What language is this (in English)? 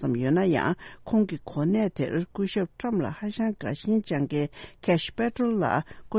Tibetan